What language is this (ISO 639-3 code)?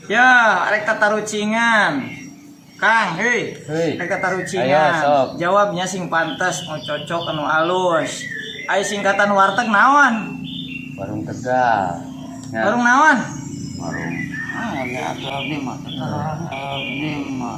sun